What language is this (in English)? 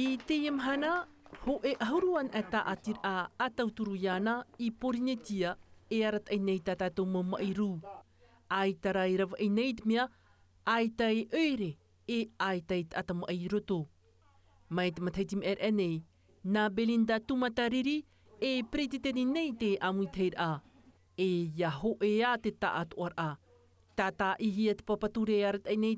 Tahitian